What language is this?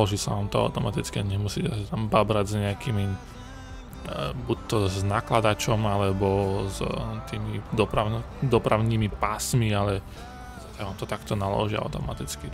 Slovak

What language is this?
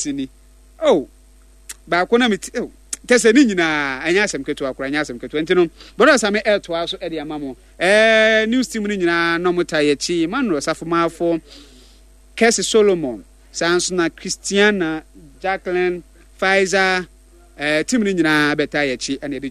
Akan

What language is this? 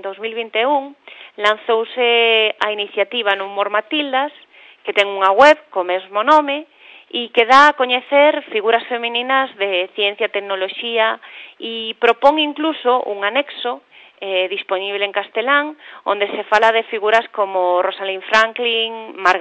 Galician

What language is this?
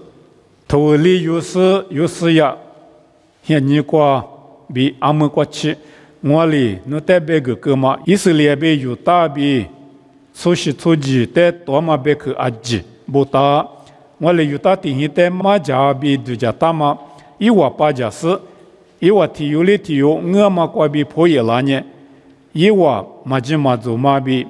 Lisu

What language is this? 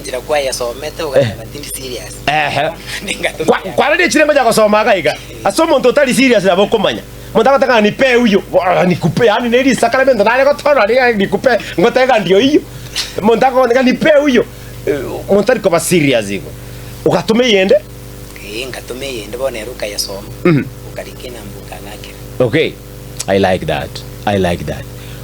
Gusii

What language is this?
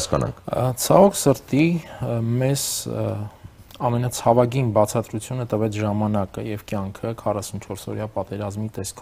Armenian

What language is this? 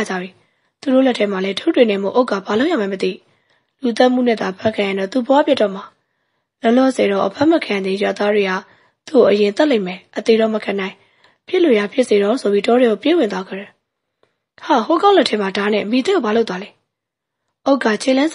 Burmese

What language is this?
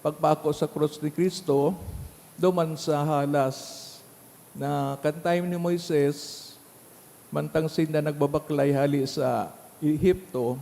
Bikol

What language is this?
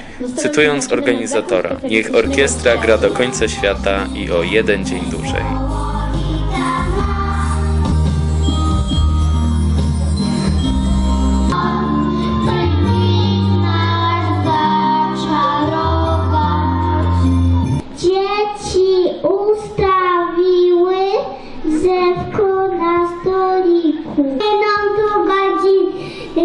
Polish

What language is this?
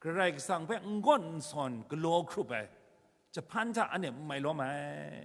Kachin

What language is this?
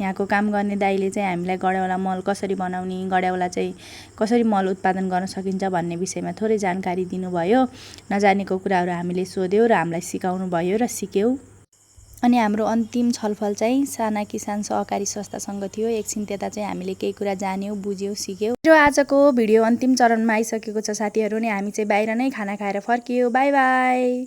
Nepali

